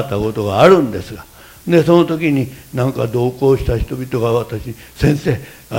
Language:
Japanese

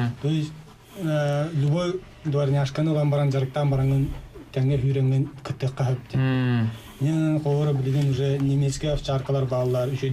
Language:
Yakut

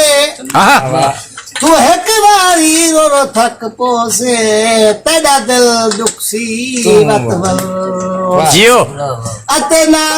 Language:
Saraiki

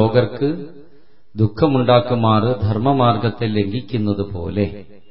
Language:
Malayalam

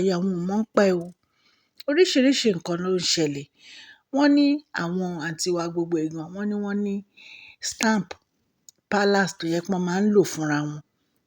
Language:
Yoruba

